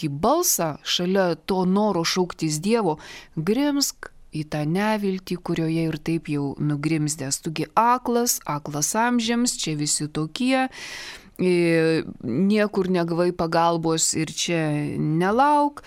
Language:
Lithuanian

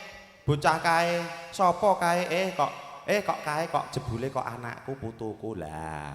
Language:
Javanese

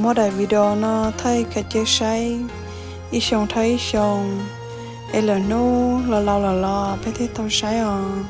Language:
Hmong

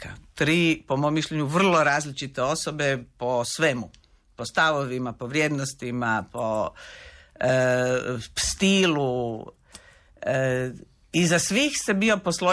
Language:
Croatian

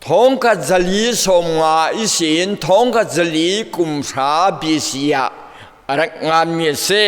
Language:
Falam Chin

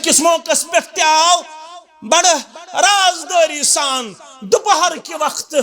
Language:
Kashmiri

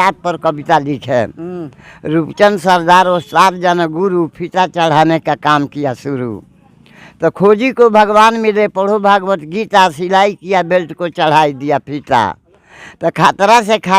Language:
Bhojpuri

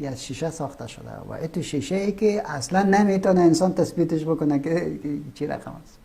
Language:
Persian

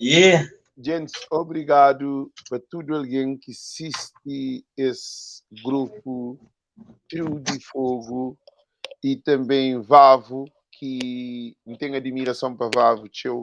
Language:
Kabuverdianu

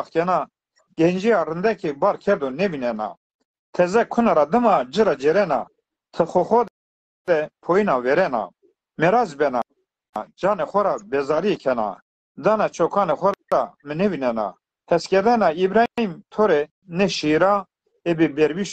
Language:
Zaza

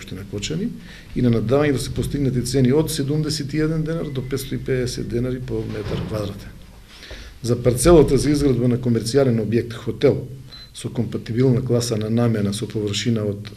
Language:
Macedonian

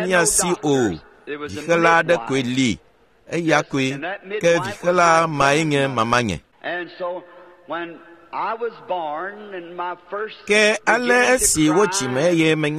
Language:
Ewe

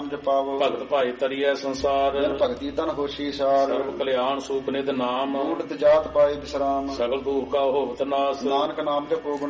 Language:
Punjabi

